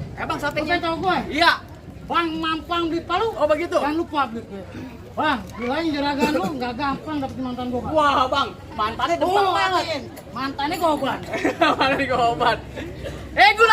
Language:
Betawi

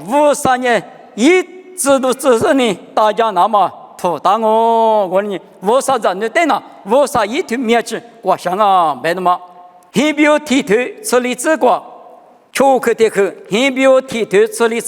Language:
Lisu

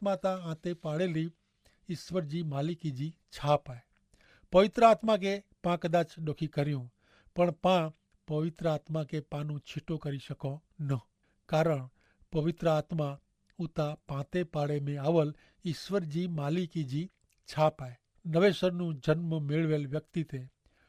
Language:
Kachhi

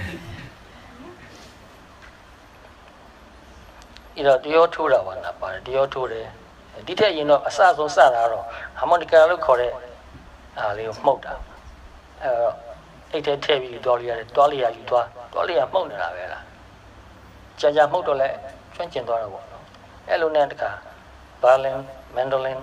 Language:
Burmese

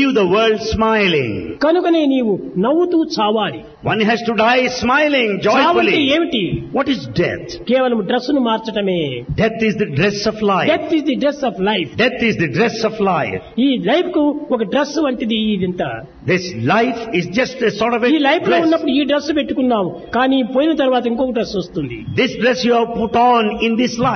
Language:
Telugu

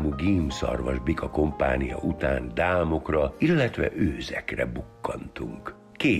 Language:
Hungarian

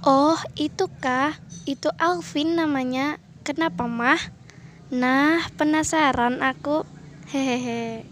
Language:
Banjar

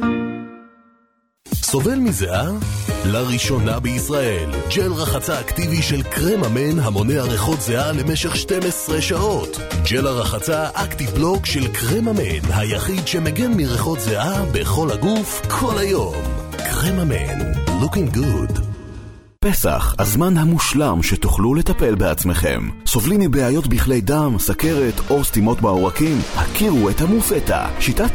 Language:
Hebrew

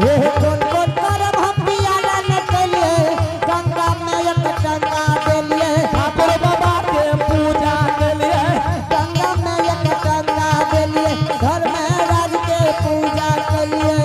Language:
Angika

